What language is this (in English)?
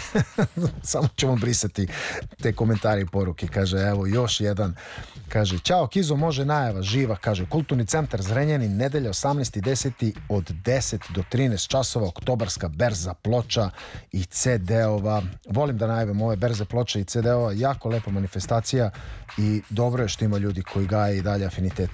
Serbian